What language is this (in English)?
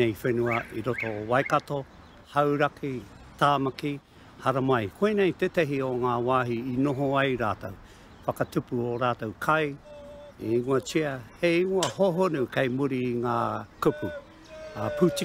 Māori